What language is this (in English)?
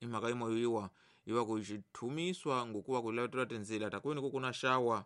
Tsonga